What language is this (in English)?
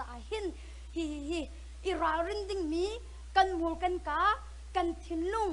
Hakha Chin